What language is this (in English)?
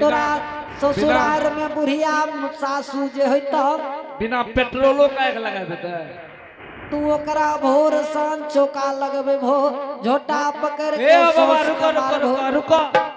Angika